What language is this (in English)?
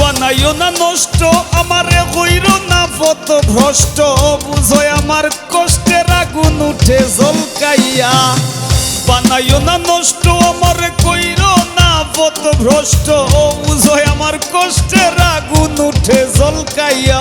Sylheti